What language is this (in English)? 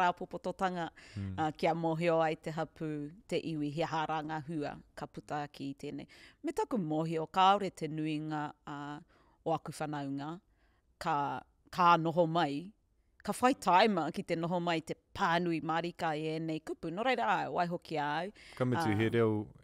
Māori